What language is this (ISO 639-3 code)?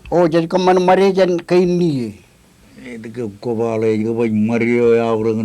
mah